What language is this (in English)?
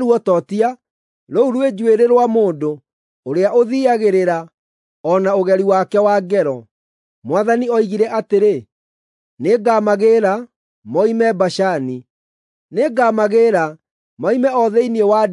Kikuyu